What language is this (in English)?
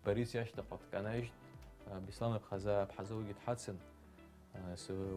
Abkhazian